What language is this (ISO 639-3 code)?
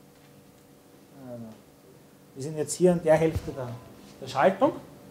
deu